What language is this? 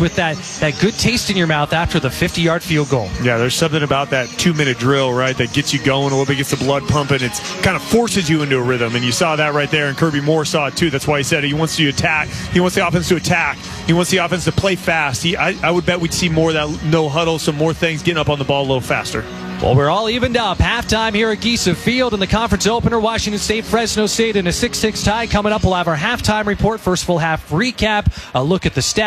English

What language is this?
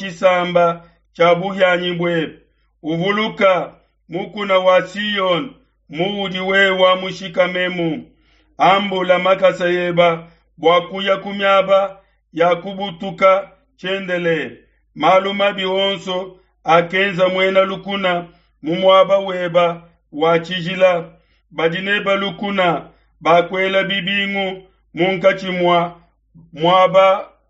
Luba-Lulua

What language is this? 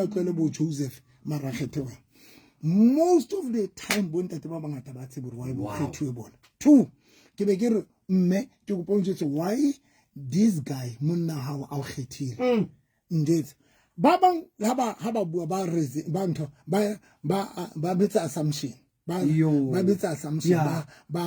Southern Sotho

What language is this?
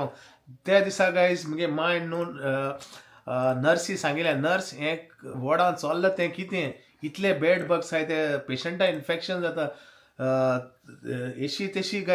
Konkani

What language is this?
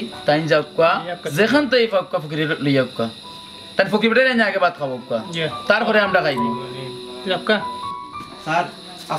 Sylheti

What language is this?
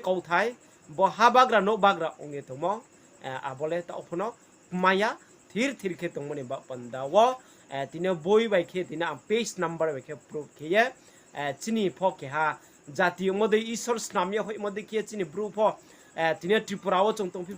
Riang (India)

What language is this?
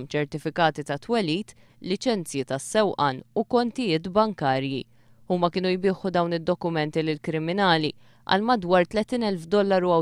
Maltese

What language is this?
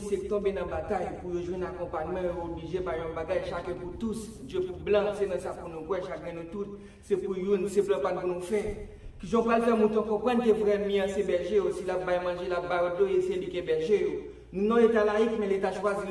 Haitian Creole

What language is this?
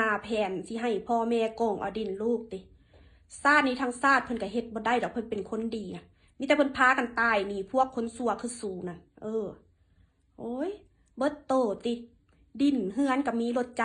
Lao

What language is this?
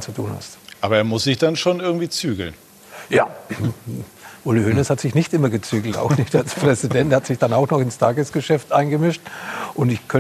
German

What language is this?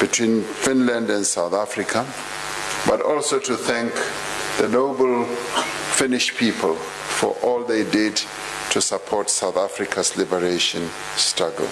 English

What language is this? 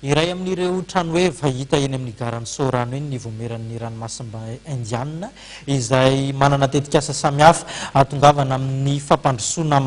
Malagasy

